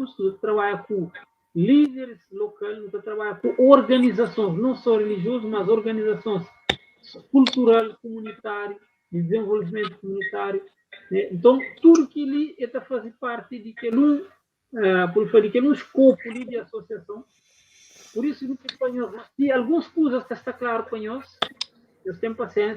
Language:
Kabuverdianu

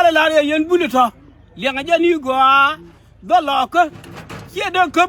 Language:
Nuer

